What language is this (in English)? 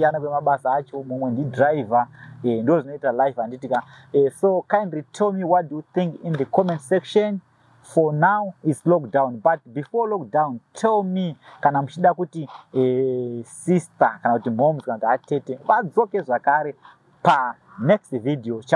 Shona